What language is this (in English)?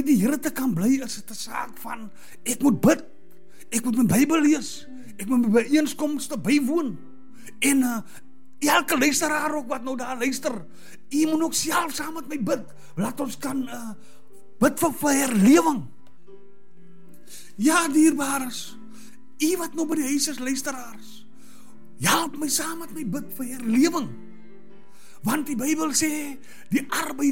Afrikaans